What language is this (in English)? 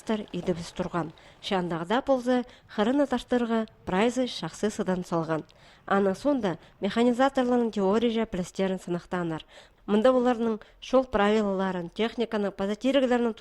Khakas